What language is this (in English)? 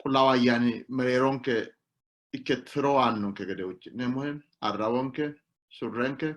Sidamo